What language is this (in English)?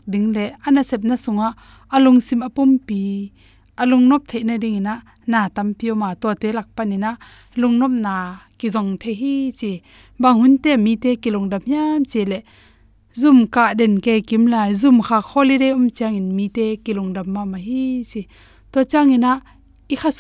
Tedim Chin